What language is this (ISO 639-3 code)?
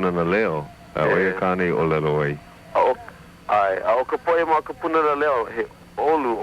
haw